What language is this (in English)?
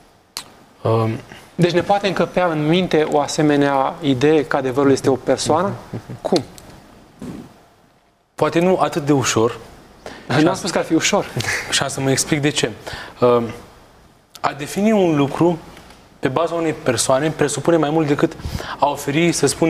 Romanian